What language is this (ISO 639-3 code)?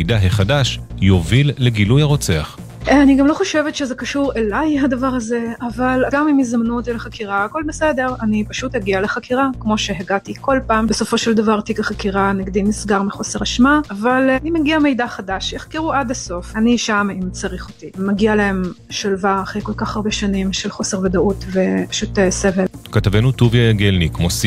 heb